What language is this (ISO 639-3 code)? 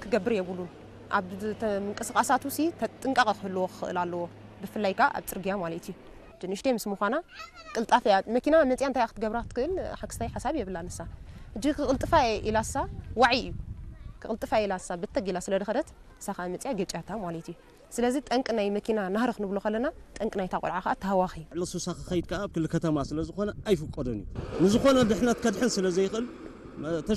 tir